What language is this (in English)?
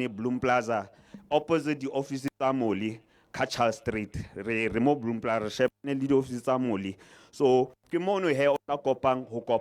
Southern Sotho